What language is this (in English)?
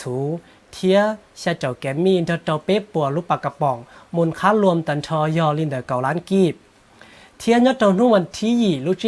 Hmong